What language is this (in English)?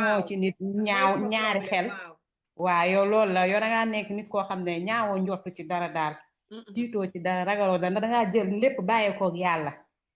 Wolof